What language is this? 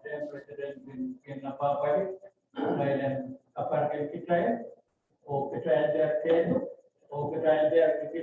Pohnpeian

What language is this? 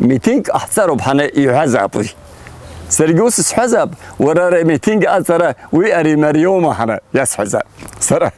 Abkhazian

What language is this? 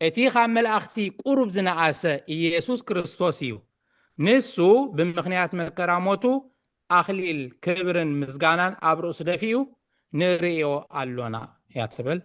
Tigrinya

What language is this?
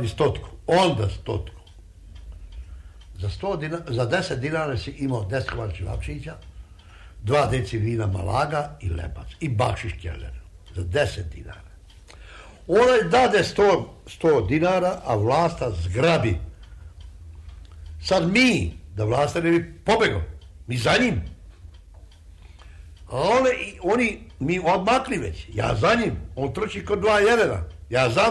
Serbian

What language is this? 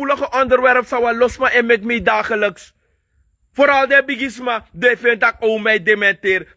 Sranan Tongo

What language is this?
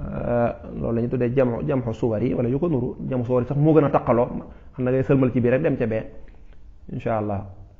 Wolof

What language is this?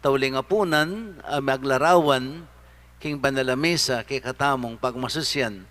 Pampanga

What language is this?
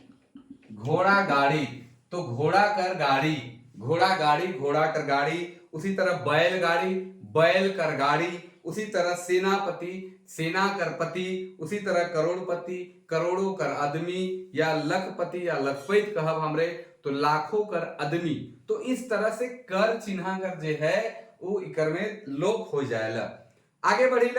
Sadri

